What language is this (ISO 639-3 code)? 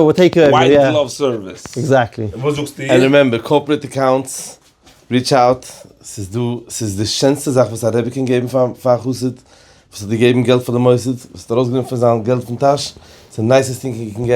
yid